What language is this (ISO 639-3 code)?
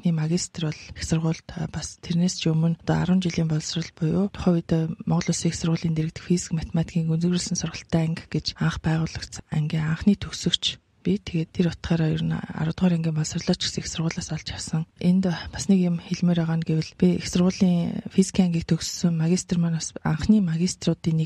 mon